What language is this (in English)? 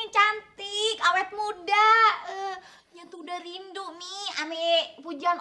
Betawi